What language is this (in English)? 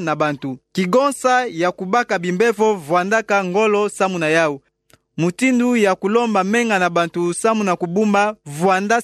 Kituba (Democratic Republic of Congo)